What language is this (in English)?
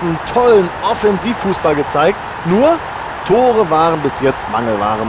Bavarian